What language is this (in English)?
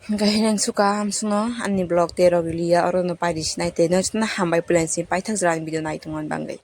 Kok Borok